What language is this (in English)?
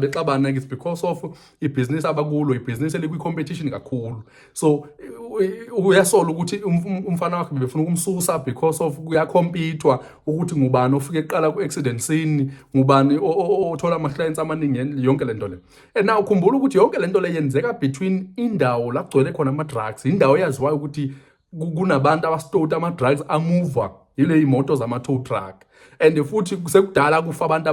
Zulu